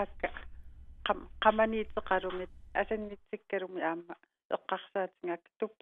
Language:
Kalaallisut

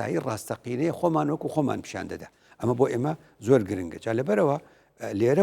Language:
Central Kurdish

